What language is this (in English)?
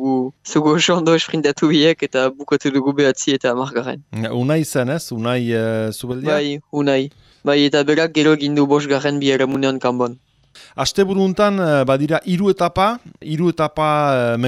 Basque